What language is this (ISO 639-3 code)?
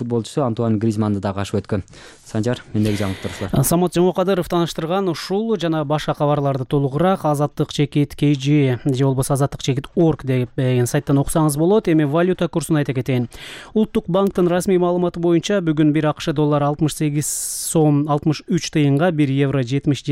kir